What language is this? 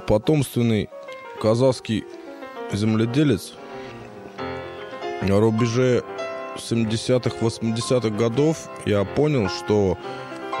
Russian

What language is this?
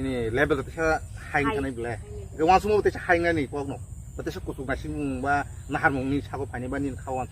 Kok Borok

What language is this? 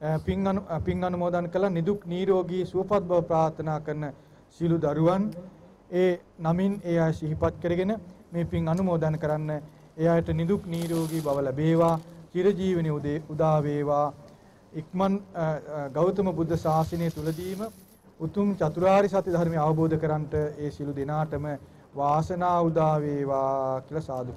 Sinhala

